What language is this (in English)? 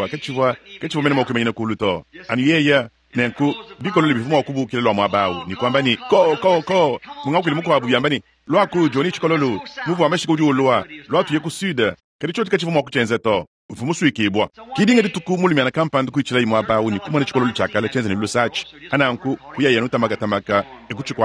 Luba-Lulua